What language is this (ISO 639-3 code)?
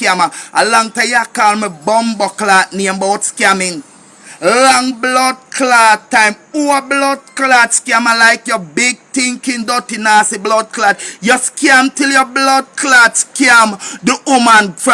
jam